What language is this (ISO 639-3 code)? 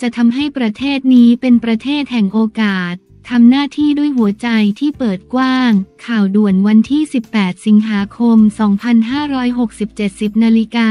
tha